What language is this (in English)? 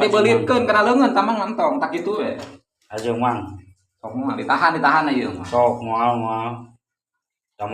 Sundanese